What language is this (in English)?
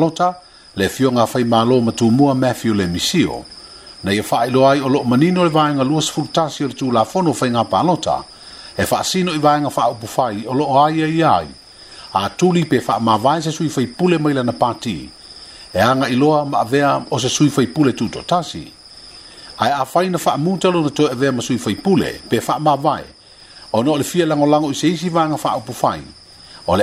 Samoan